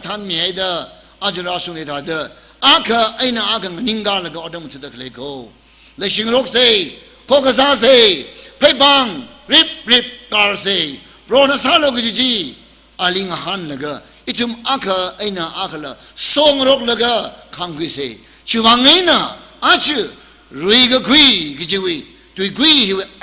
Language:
Tangkhul Naga (India)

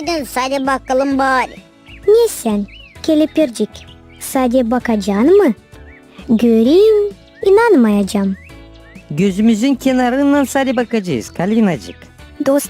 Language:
Gagauz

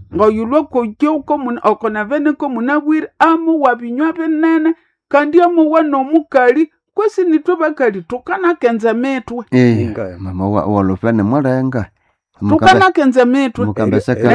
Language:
Nande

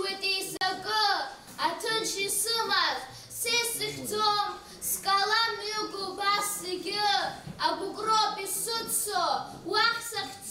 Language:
Abkhazian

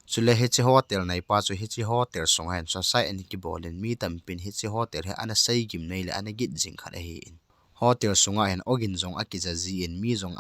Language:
Thado Chin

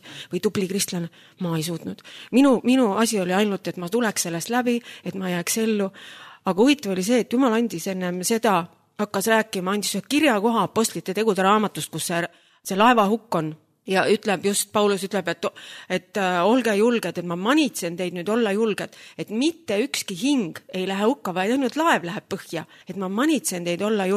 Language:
Estonian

